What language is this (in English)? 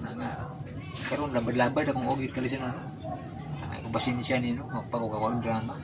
Cebuano